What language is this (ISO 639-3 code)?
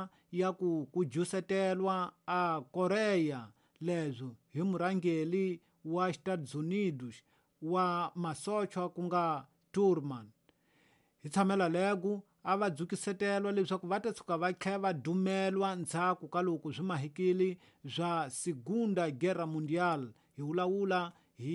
tso